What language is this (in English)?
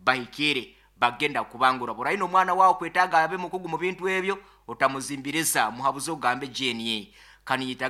Nyankole